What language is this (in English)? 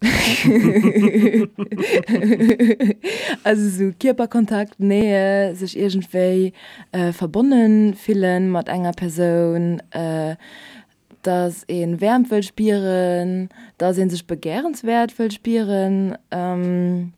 Luxembourgish